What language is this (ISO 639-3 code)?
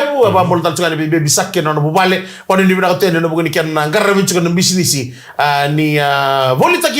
fij